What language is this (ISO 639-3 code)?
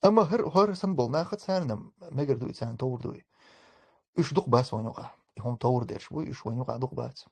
che